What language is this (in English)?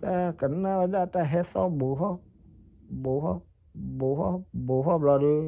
S'gaw Karen